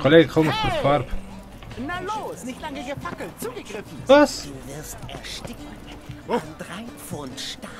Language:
Swiss German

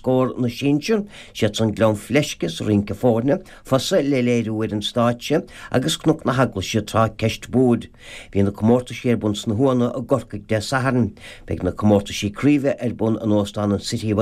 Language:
Irish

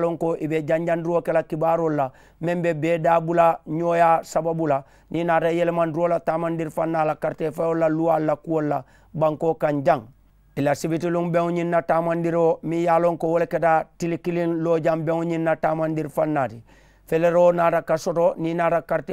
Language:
Mandingo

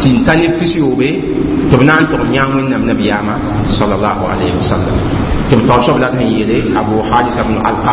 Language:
Mossi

